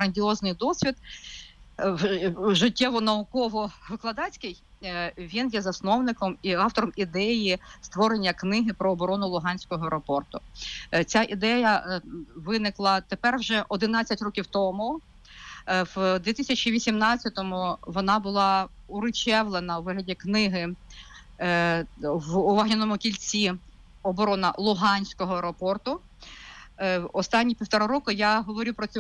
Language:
Ukrainian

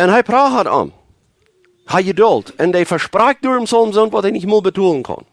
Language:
Plautdietsch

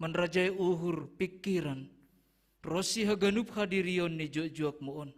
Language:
Batak Simalungun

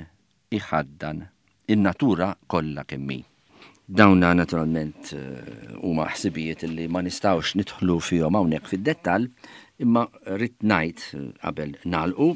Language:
Maltese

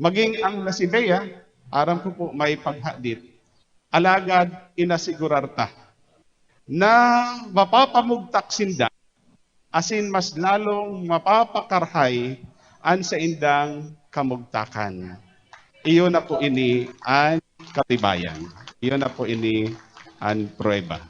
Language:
Bikol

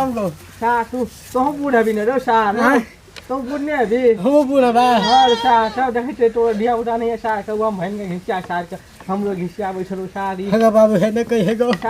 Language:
Maithili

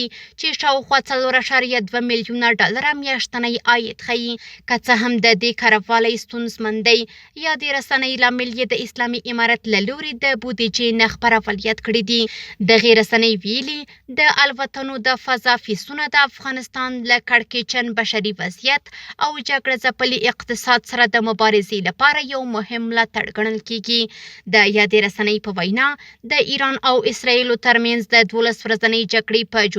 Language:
Pashto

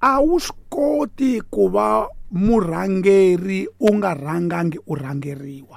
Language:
Tsonga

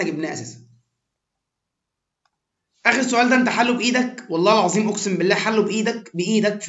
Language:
Egyptian Arabic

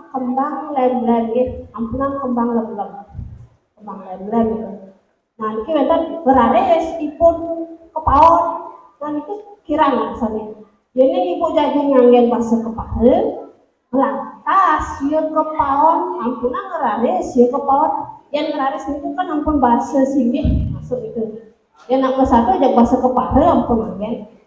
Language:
Balinese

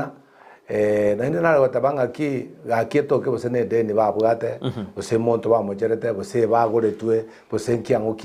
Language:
Gusii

